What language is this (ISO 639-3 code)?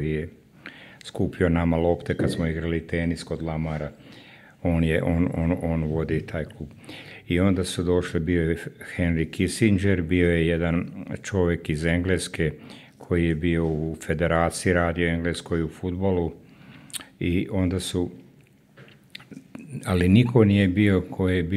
srp